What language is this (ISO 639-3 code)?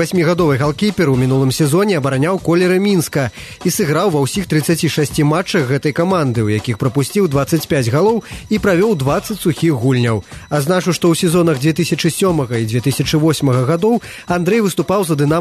bel